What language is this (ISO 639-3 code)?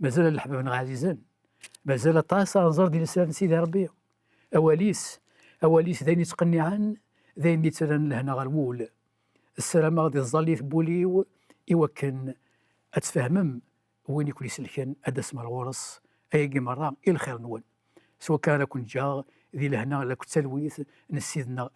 kab